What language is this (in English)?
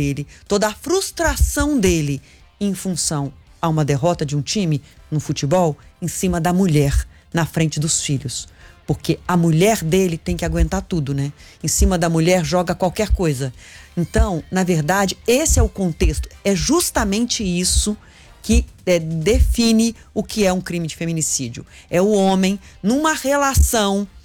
Portuguese